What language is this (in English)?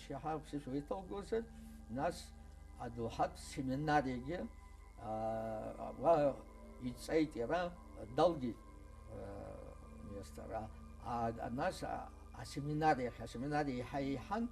Abkhazian